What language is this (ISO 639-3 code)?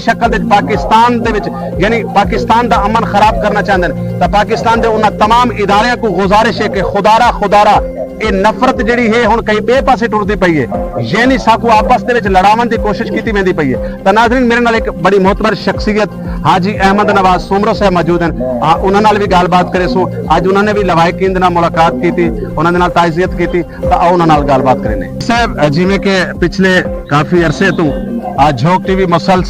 skr